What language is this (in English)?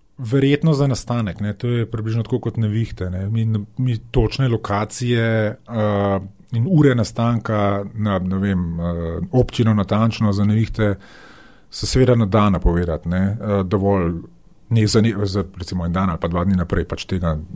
Slovenian